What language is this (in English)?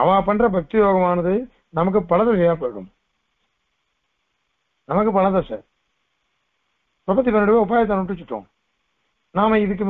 Tamil